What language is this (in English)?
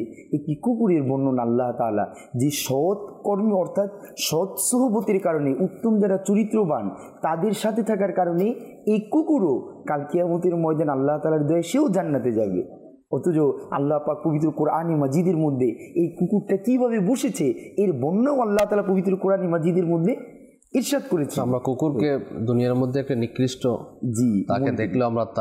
Bangla